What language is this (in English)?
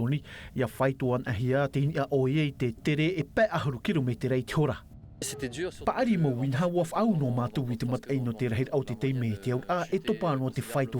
Tahitian